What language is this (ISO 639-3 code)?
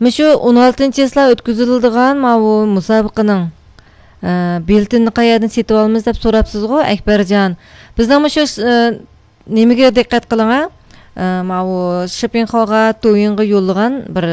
uig